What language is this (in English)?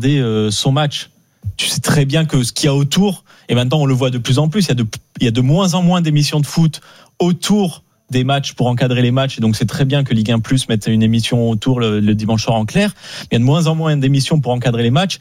French